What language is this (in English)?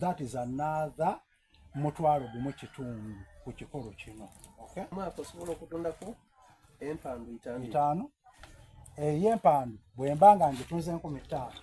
Soga